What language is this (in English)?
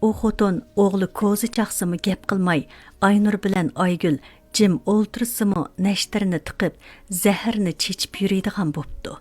Uyghur